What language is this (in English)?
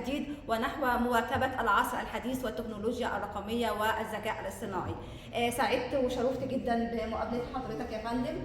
Egyptian Arabic